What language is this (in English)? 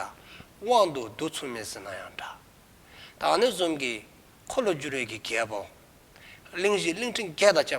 Dzongkha